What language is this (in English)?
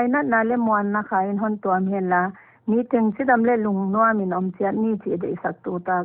Paite Chin